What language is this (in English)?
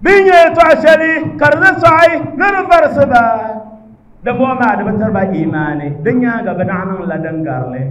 Dagbani